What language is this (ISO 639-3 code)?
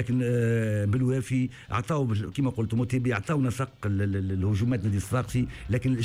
aeb